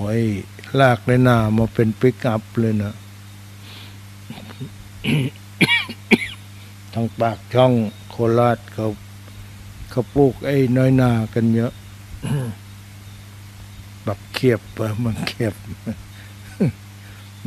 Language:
Thai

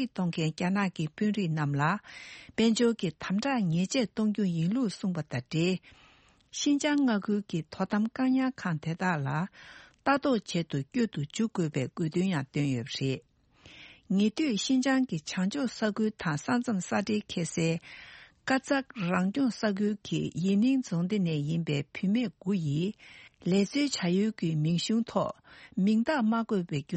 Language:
Tibetan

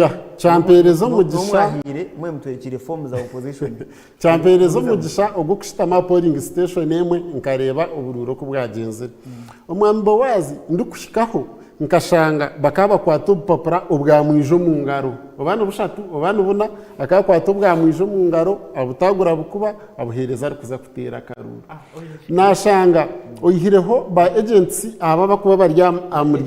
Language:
Nyankole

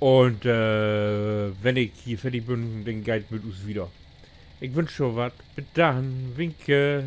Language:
Low German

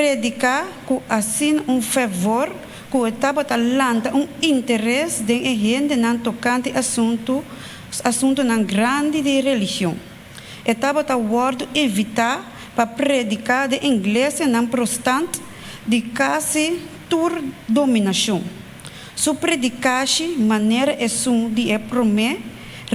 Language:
Papiamento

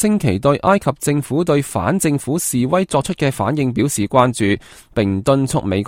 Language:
Cantonese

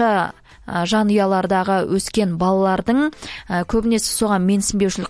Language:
Kazakh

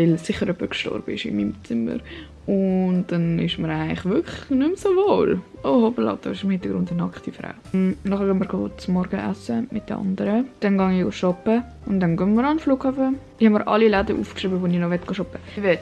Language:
Swiss German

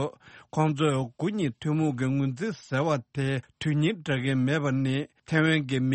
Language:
Tibetan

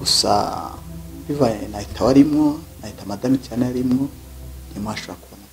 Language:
Rundi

